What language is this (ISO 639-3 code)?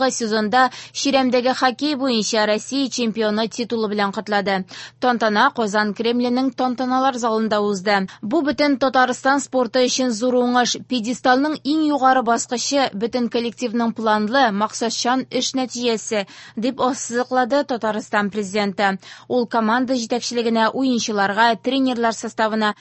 tat